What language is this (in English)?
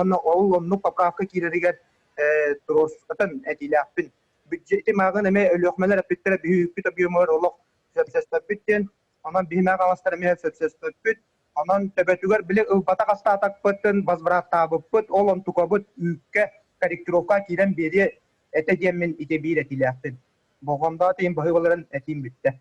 Yakut